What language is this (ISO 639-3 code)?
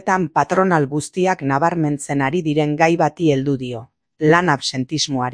eus